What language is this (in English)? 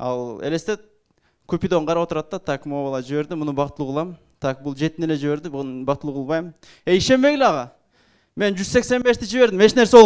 Kyrgyz